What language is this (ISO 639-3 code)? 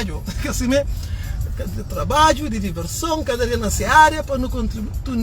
kea